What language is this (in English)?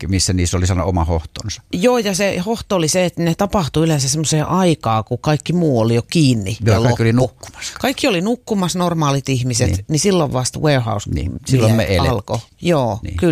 Finnish